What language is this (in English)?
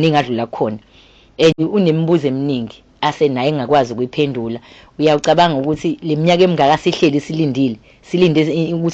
Zulu